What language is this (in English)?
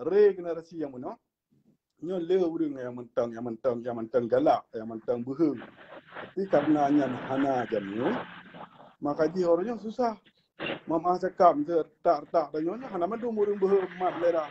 Achinese